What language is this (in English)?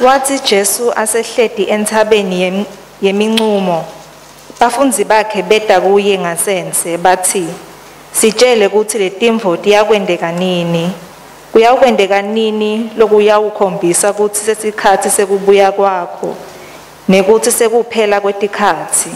Swati